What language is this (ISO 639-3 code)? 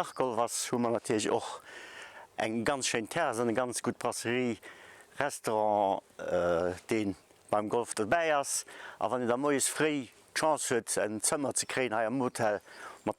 ltz